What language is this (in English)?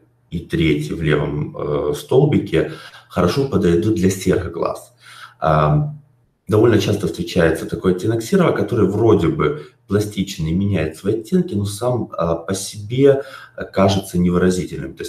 Russian